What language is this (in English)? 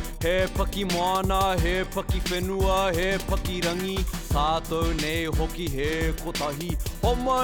Māori